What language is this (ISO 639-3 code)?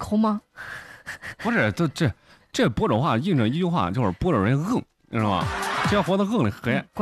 zho